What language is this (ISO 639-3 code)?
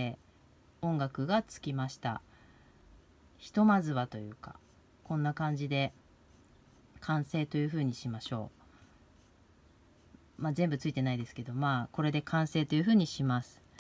jpn